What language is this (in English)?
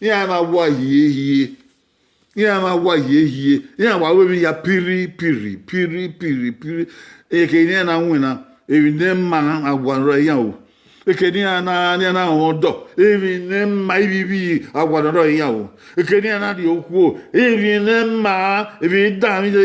Bini